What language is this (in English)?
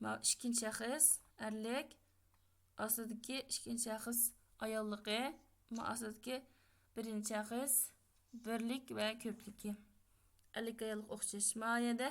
Uyghur